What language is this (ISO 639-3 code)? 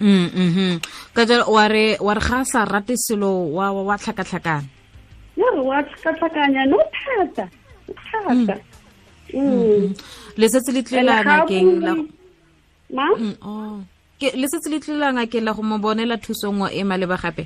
tsn